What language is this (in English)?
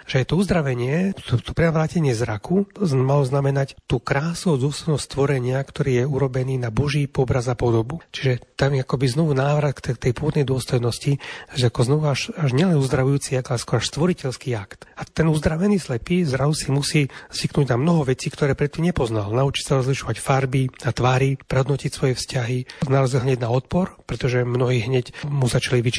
Slovak